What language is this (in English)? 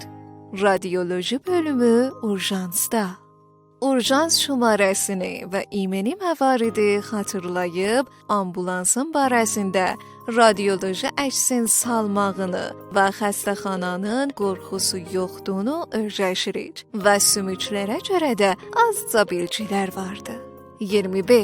South Azerbaijani